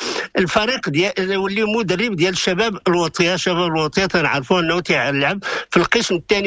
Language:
Moroccan Arabic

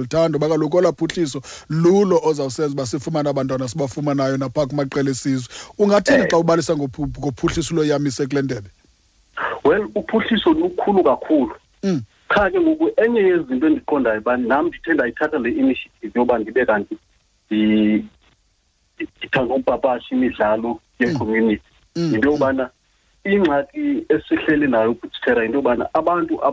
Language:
Xhosa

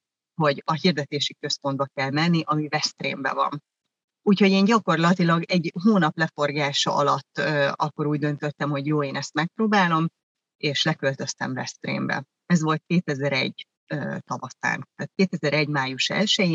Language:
Hungarian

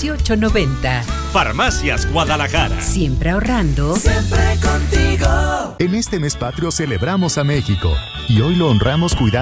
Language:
Spanish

